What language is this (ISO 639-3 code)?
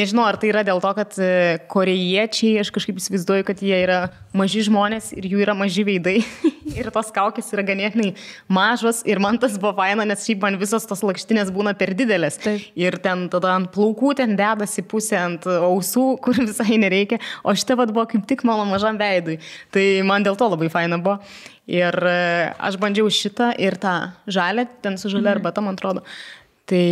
lit